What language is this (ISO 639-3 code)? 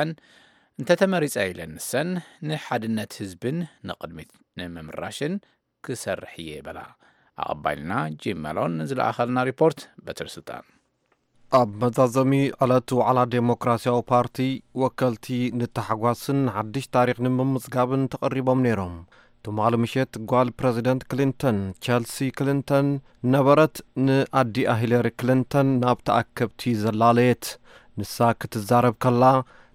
tir